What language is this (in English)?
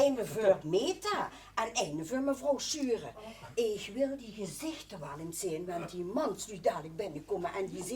Limburgish